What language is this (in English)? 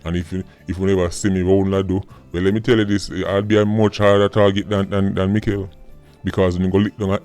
Jamaican Creole English